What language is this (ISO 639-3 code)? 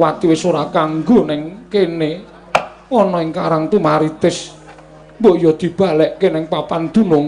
jav